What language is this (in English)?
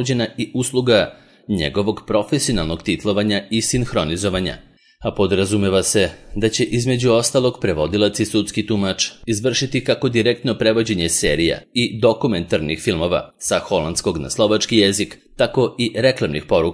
Serbian